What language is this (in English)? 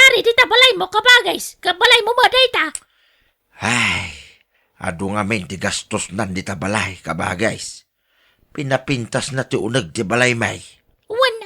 Iloko